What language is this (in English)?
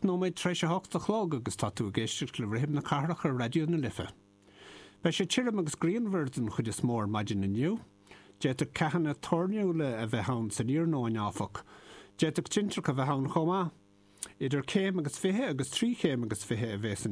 Irish